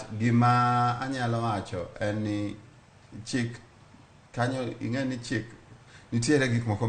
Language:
Luo (Kenya and Tanzania)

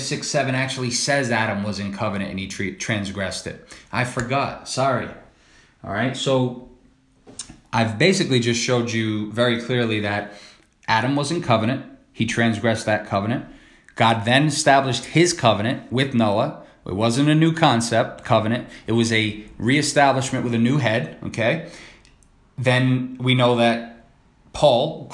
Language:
English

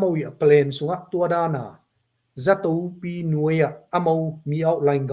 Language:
Tedim Chin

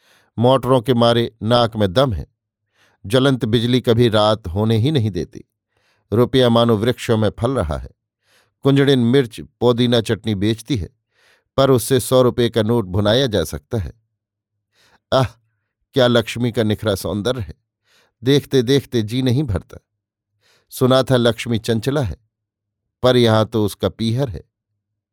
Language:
Hindi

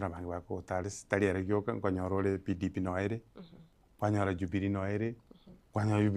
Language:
Gusii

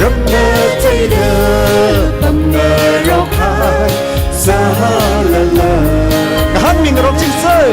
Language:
Tangkhul Naga (India)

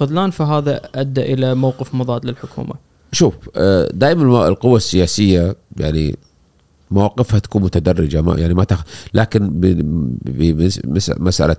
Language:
Gulf Arabic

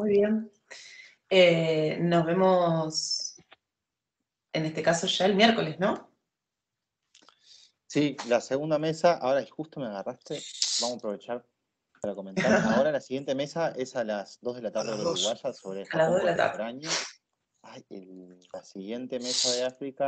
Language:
Spanish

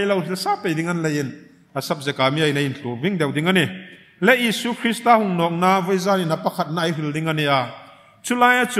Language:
Hmar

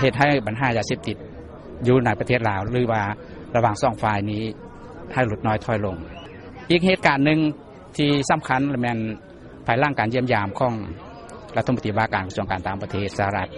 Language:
Lao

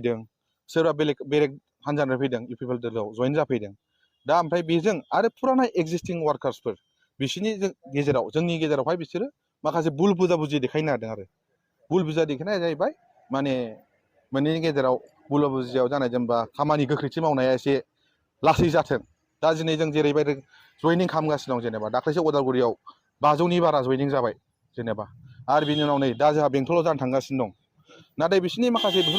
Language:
Bodo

